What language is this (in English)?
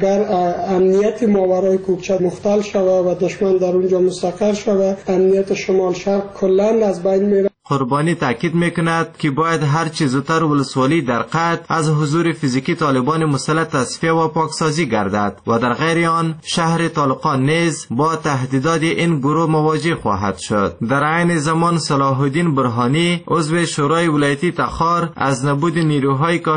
Persian